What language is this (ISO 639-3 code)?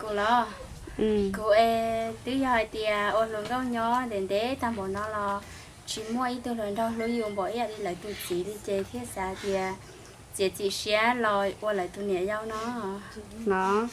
hmn